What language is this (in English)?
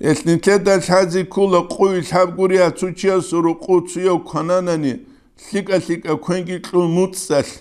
Avaric